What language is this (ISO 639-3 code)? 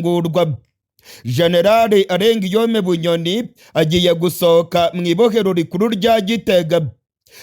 run